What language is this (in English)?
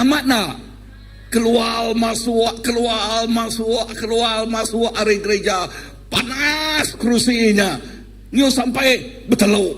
Iban